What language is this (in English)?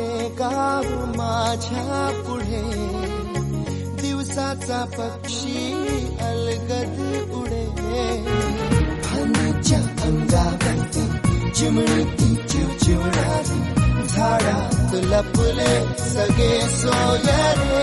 Marathi